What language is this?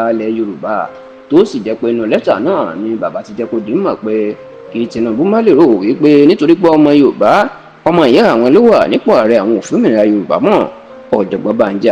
Yoruba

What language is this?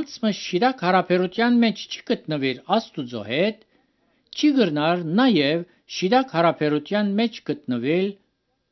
Armenian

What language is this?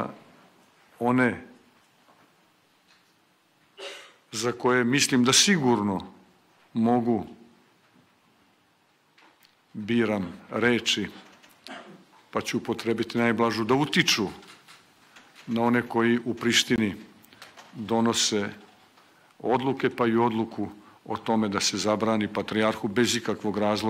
Serbian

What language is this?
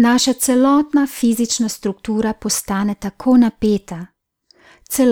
Slovenian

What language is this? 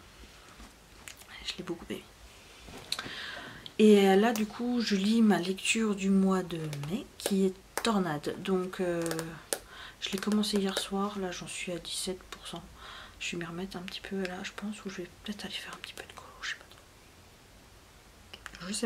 French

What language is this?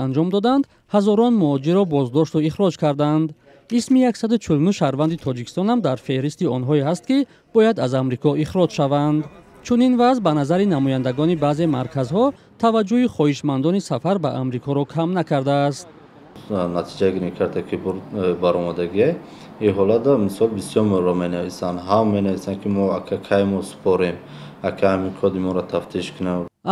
Tajik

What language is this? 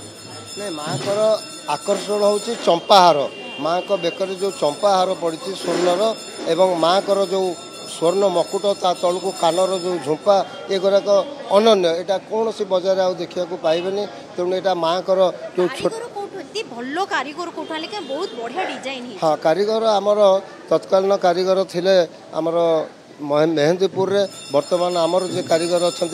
Odia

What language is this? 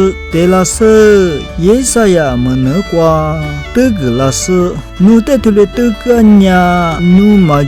Lisu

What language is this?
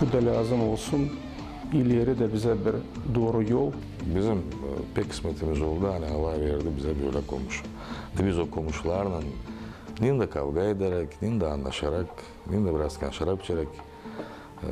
Gagauz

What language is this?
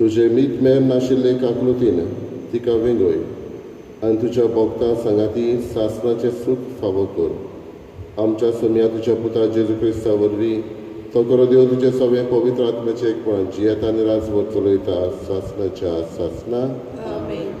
Konkani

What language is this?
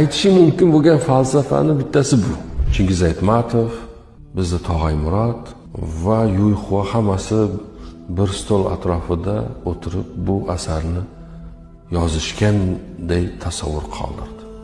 Uzbek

